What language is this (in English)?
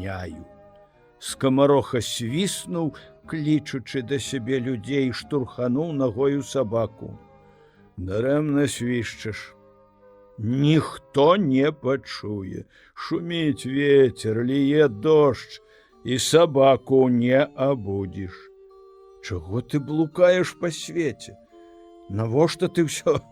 Belarusian